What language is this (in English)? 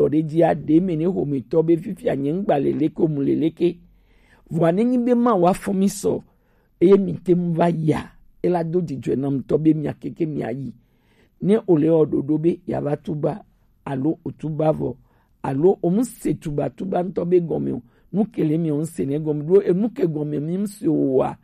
Gen